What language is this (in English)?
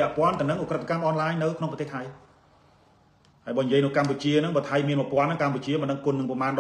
Khmer